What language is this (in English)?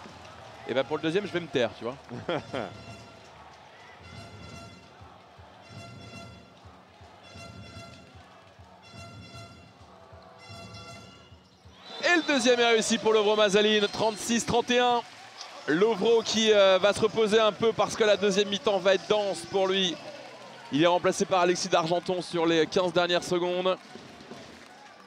French